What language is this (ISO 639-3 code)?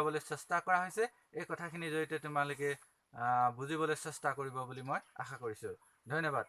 asm